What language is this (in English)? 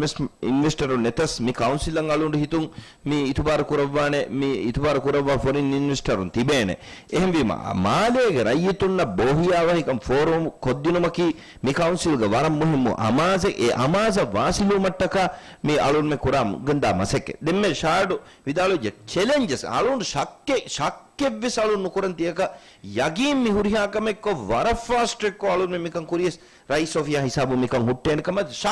Divehi